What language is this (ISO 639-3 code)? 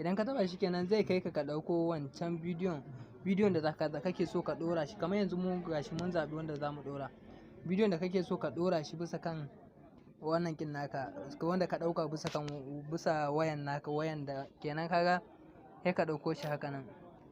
hau